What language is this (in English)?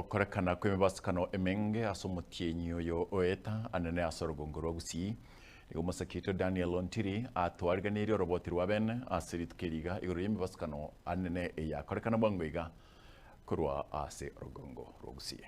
Gusii